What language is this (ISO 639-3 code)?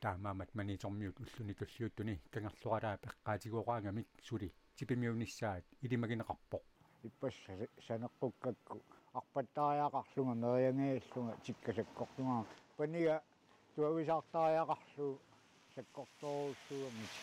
kal